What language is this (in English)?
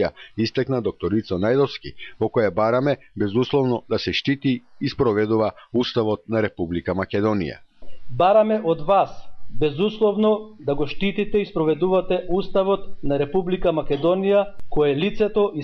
Macedonian